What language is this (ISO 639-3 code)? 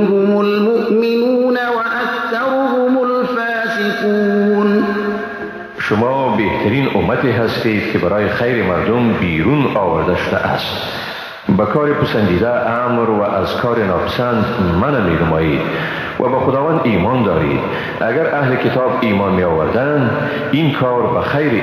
fas